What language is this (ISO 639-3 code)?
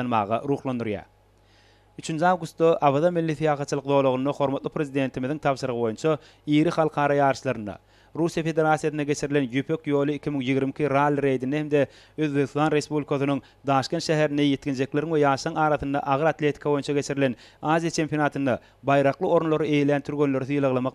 tuk